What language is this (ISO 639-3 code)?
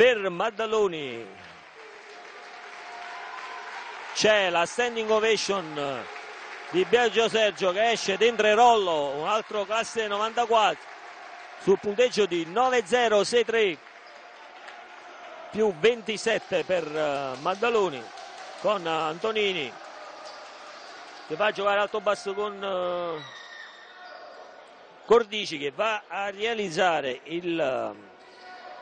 ita